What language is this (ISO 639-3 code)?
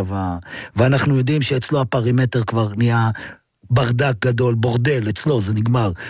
heb